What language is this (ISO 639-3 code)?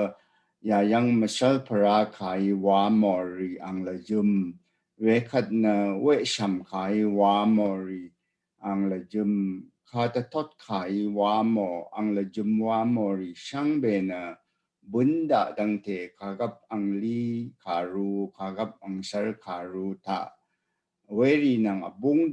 raw